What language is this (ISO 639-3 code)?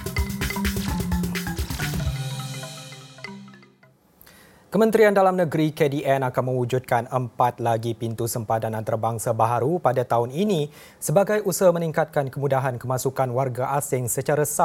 msa